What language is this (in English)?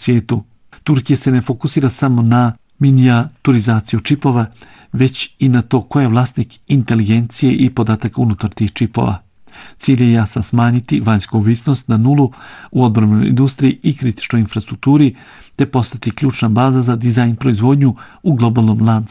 Bosnian